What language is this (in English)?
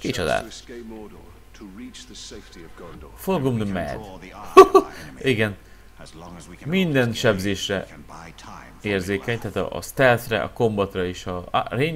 Hungarian